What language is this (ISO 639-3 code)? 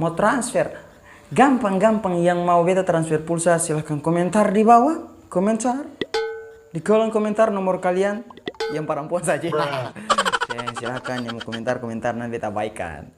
abs